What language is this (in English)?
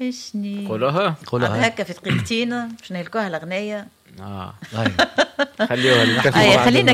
Tunisian Arabic